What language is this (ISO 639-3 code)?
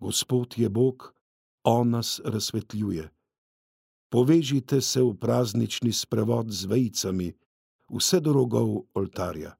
slv